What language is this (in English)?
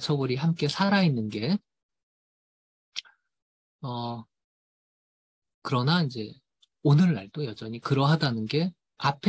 Korean